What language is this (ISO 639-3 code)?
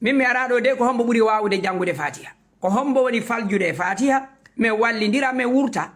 ful